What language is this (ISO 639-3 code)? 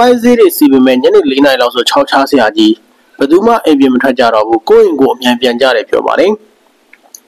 mya